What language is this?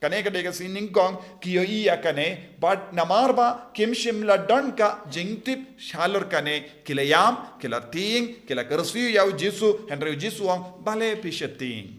Khasi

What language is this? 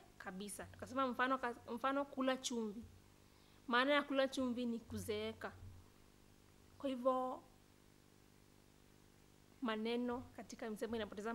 Swahili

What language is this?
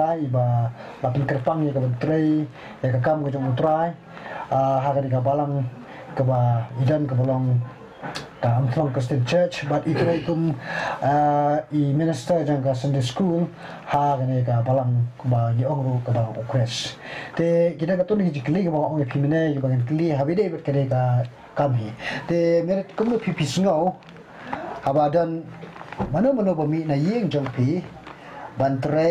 Khasi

